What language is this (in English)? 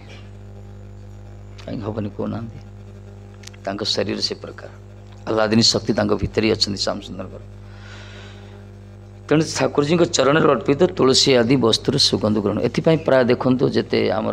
Odia